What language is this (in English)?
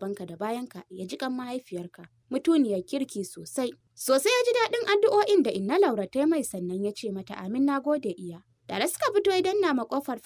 Hausa